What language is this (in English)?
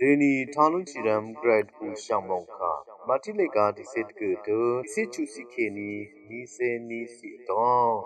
Rawang